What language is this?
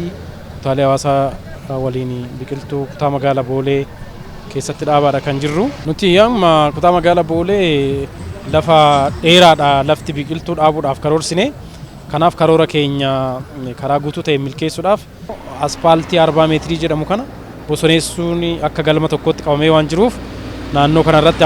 Oromo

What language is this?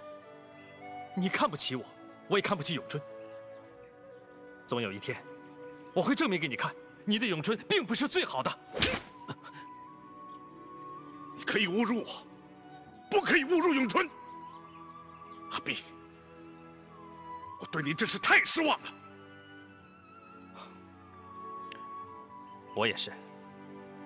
Chinese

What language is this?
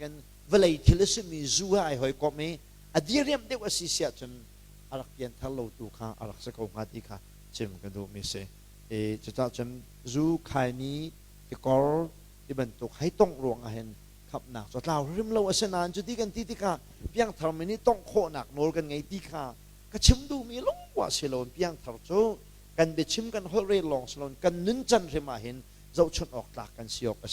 Hakha Chin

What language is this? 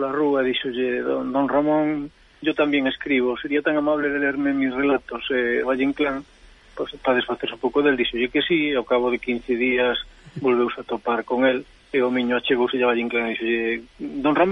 Galician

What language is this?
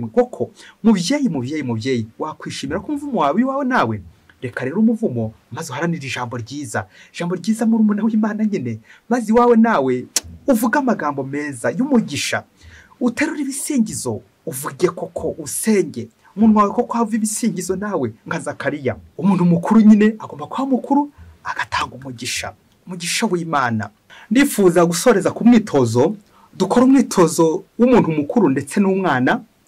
Kinyarwanda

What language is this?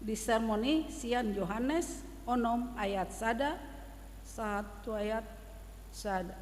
Batak Toba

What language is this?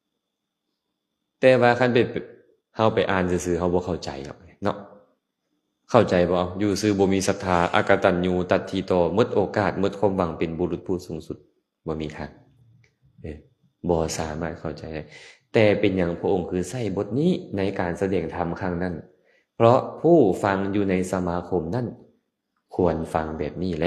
Lao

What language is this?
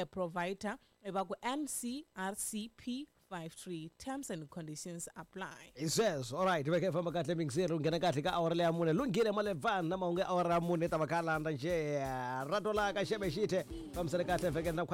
Tsonga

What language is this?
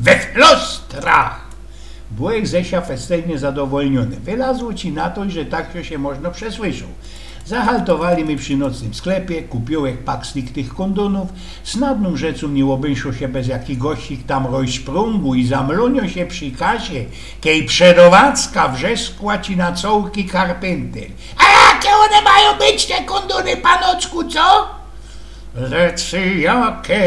Silesian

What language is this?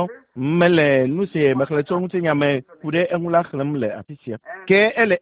Ewe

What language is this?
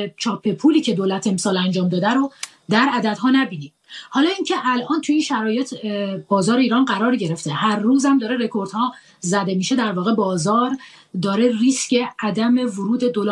Persian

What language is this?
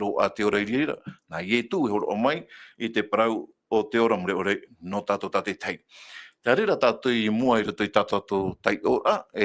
Tahitian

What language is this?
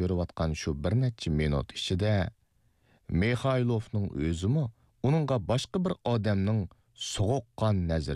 Uyghur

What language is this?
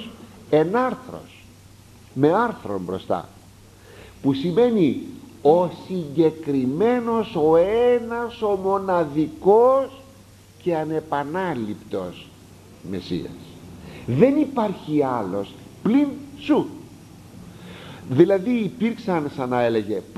Greek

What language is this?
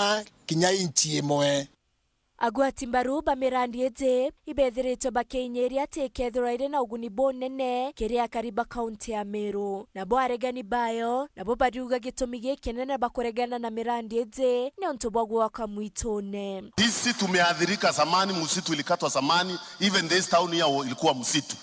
Meru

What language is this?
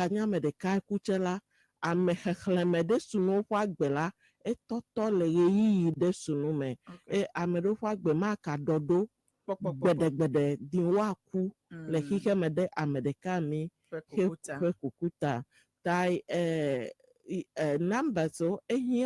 Ewe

